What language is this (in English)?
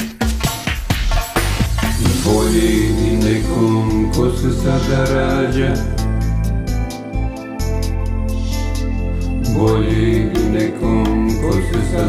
Serbian